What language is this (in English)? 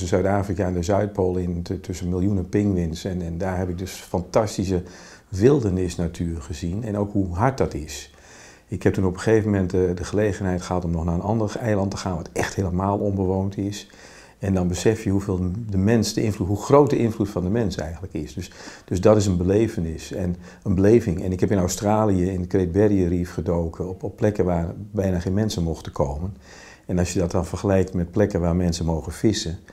Dutch